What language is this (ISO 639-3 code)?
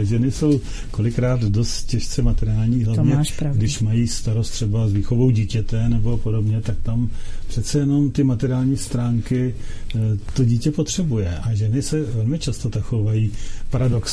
ces